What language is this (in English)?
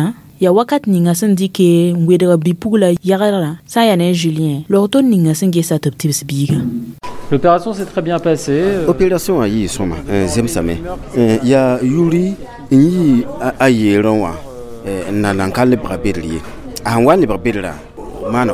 Mossi